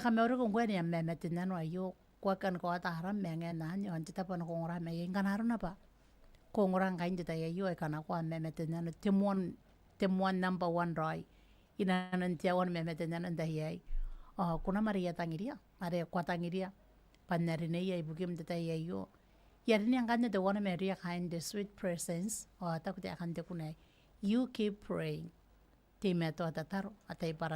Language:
Gilbertese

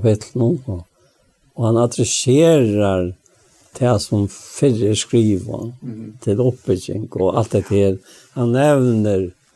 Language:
Faroese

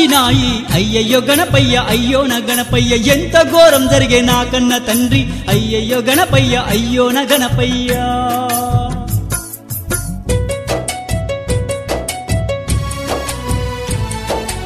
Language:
Telugu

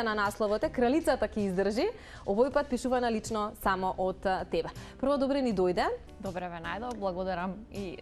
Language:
Macedonian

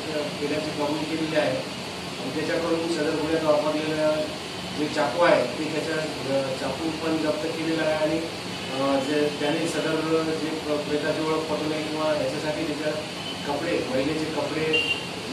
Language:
Marathi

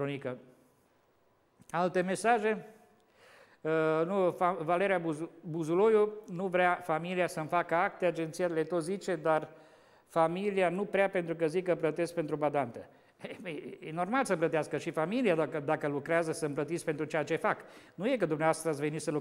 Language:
Romanian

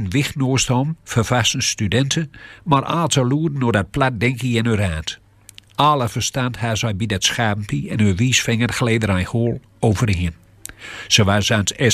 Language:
Gronings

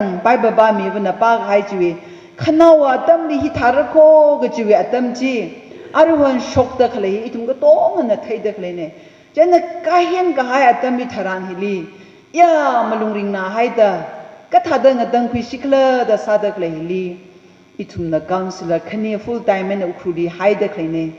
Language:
Tangkhul Naga (India)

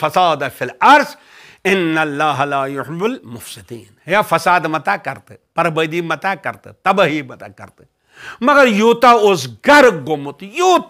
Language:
Kashmiri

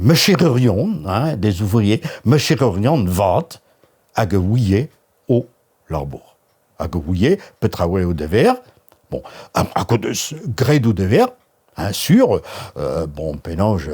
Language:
Breton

